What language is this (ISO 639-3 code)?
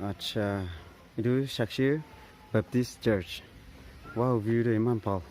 nag